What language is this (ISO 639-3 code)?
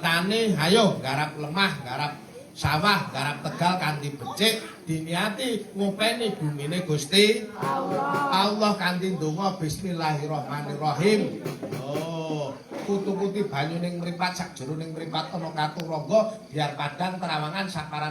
jav